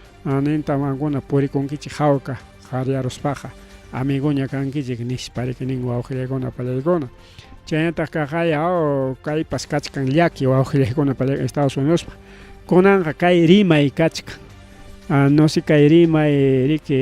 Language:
Ayacucho Quechua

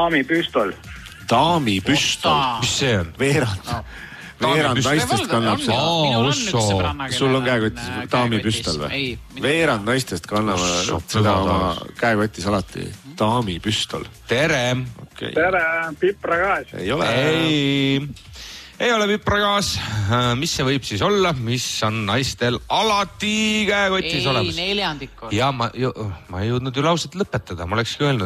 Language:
Estonian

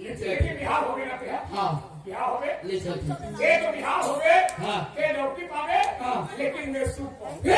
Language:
Chhattisgarhi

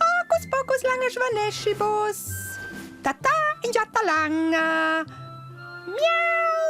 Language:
Romansh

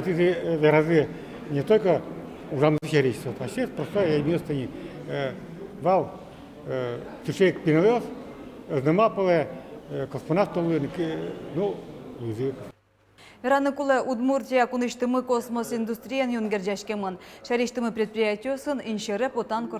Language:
Udmurt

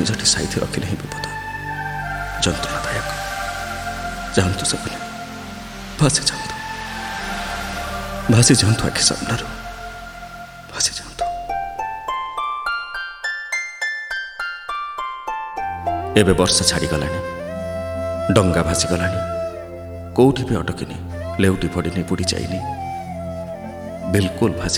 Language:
Odia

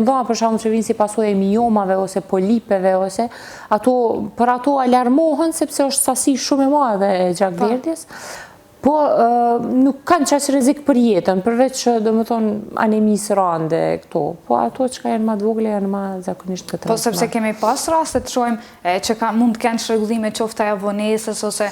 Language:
Albanian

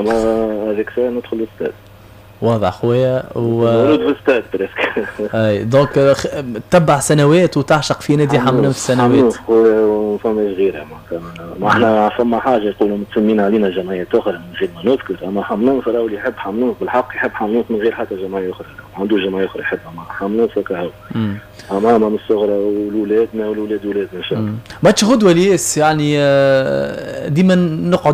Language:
Tunisian Arabic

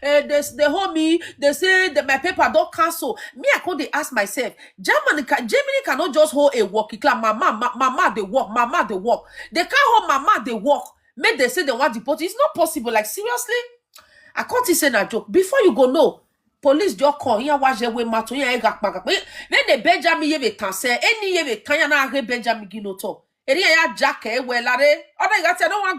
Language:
Nigerian Pidgin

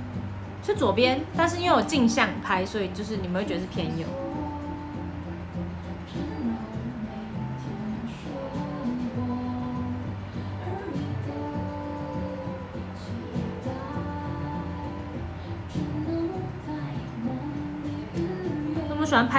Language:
Chinese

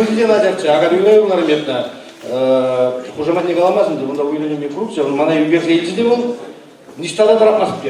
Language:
Chuvash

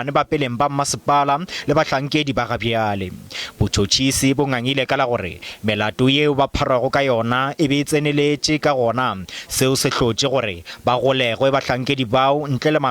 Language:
Northern Sotho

